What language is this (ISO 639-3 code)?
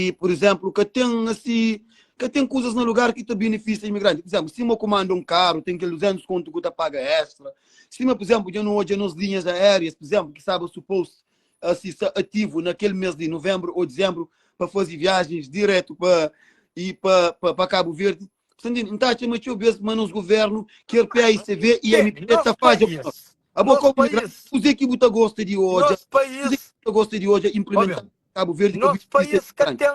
kea